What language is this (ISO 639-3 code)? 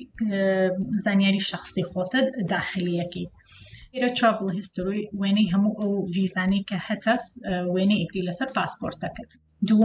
ckb